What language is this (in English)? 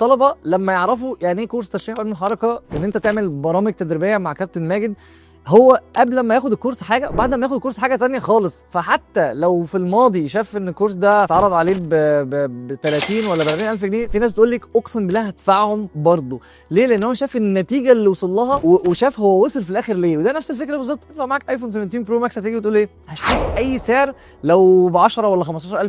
Egyptian Arabic